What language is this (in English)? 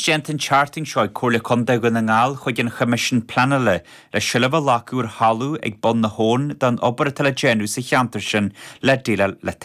Irish